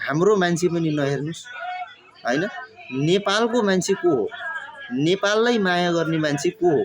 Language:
Nepali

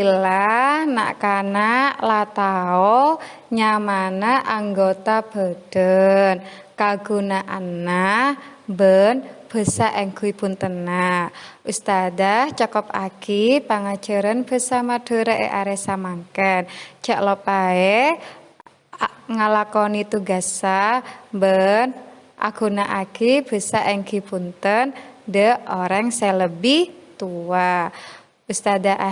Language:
Madurese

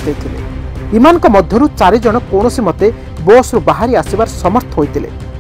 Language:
Odia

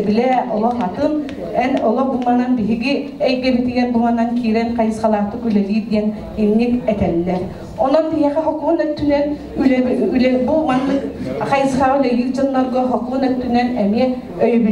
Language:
Yakut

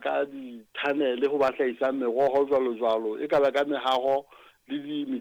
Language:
Southern Sotho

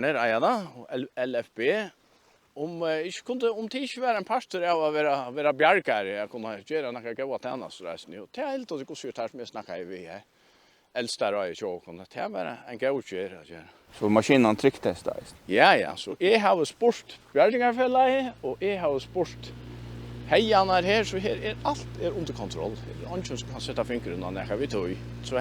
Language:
Faroese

